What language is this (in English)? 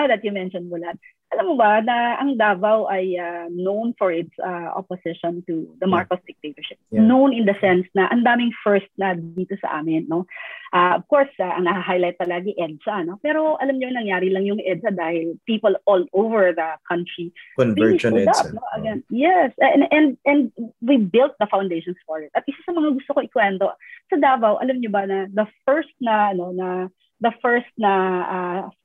Filipino